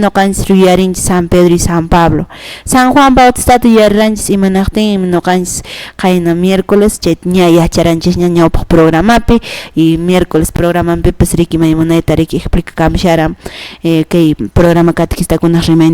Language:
Quechua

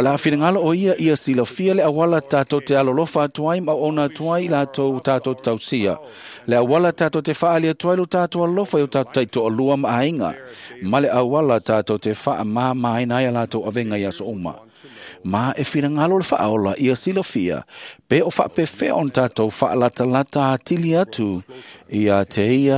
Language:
Samoan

